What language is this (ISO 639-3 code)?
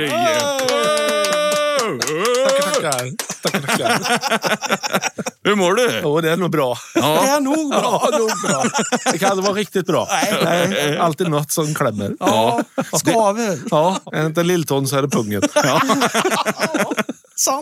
swe